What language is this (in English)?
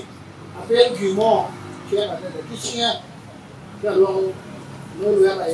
Acoli